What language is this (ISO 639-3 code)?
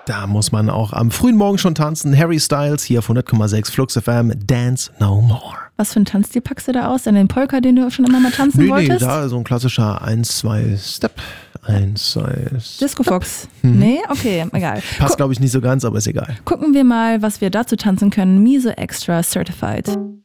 deu